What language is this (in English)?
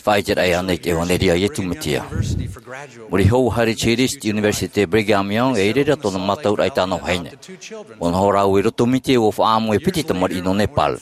Tahitian